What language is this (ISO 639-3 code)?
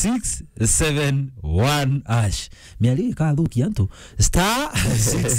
mer